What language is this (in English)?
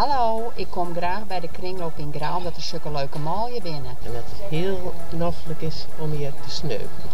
Western Frisian